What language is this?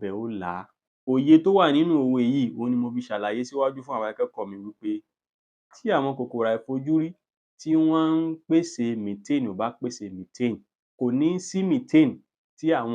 Yoruba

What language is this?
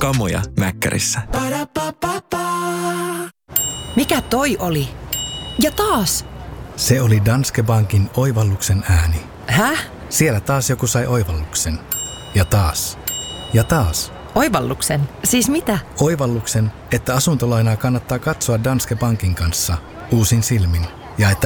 Finnish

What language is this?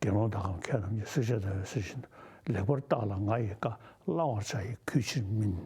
Tibetan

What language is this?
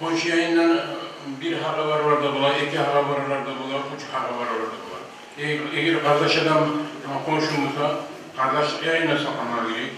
Kumyk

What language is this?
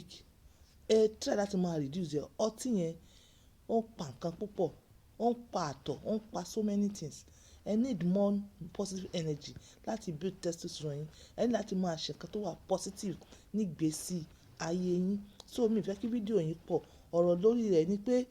Yoruba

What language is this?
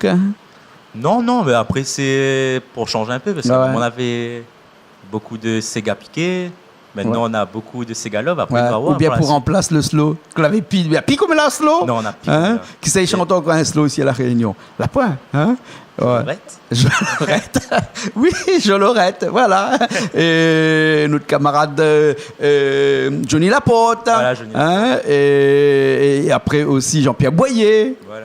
Réunion Creole French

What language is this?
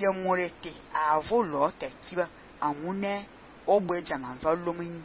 Fang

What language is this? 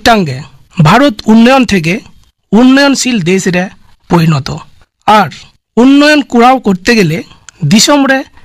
Santali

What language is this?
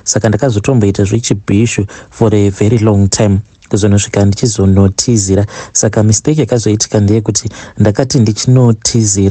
Shona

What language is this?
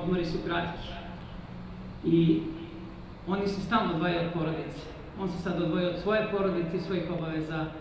Serbian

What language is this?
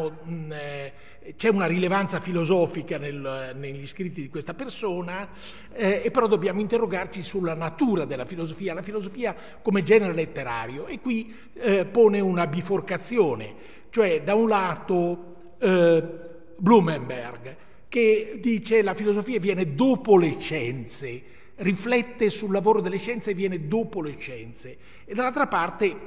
Italian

